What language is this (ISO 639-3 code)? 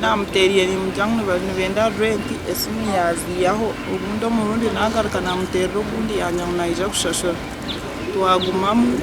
nyn